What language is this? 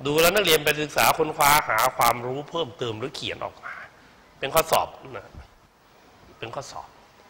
Thai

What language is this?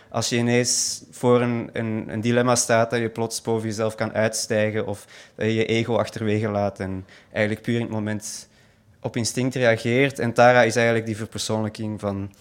Dutch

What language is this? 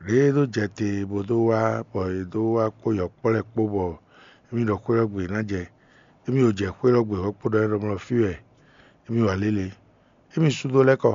Fon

